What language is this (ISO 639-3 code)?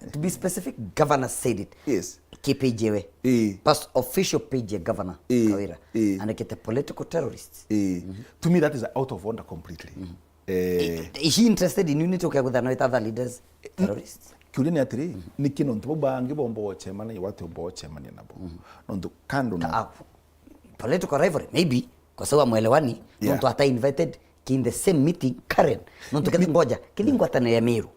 mer